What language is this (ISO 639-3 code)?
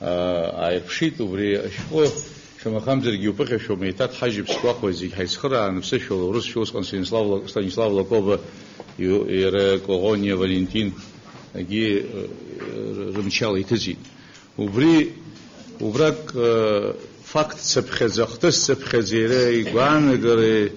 abk